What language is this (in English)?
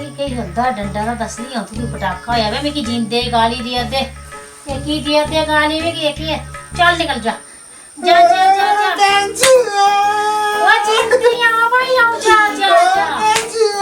Dogri